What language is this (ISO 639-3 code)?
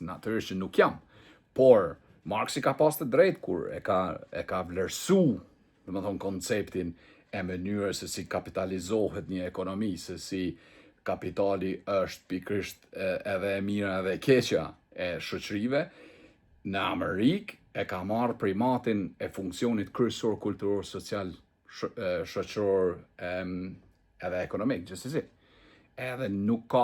sqi